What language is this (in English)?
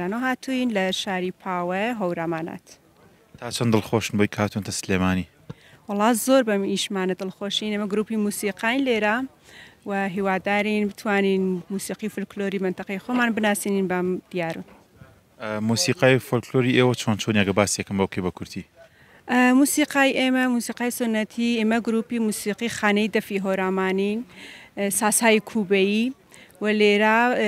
Central Kurdish